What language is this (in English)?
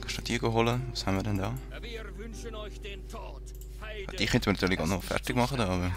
Swiss German